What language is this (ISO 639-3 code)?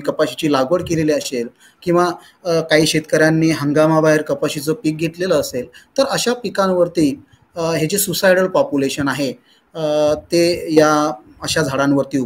mar